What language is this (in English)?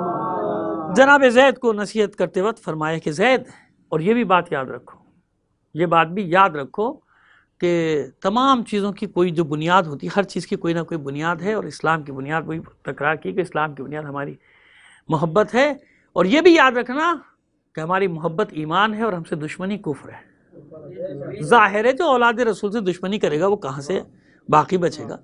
Urdu